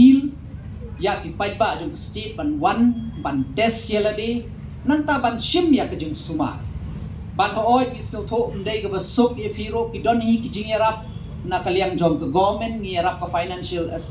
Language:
Khasi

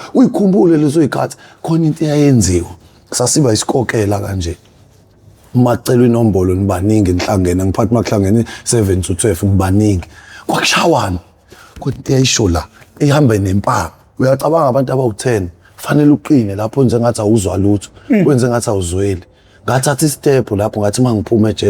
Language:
Zulu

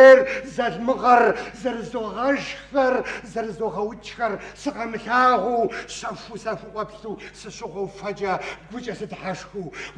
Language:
Kabardian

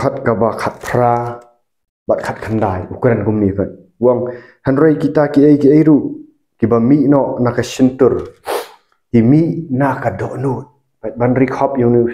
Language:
Khasi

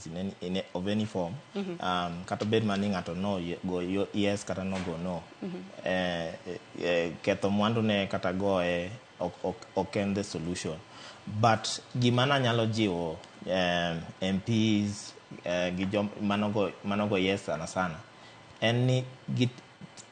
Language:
Luo (Kenya and Tanzania)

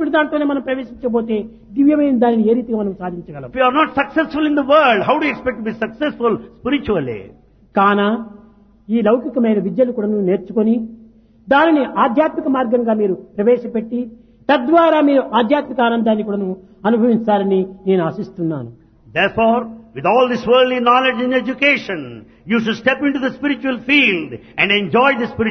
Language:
Telugu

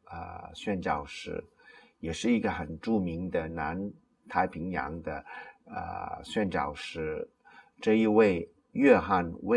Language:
Chinese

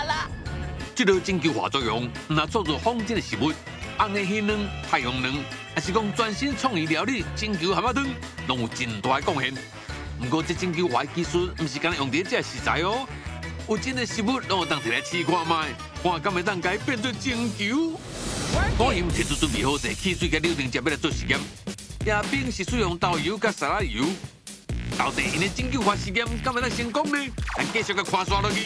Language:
Min Nan Chinese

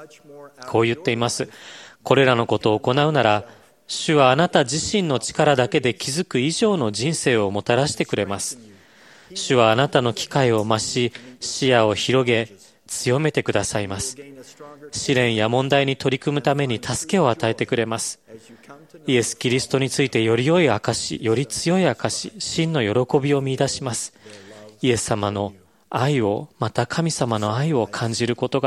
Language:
Japanese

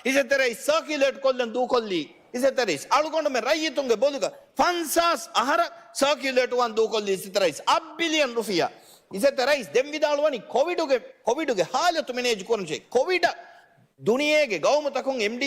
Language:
Divehi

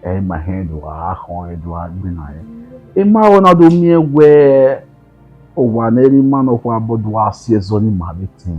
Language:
Bini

